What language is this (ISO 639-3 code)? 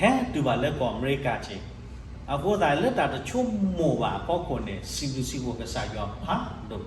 ksw